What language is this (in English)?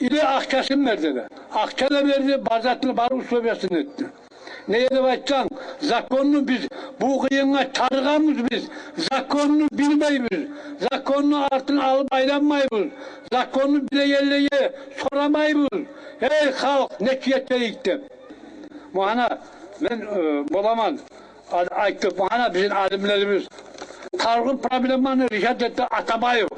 Kumyk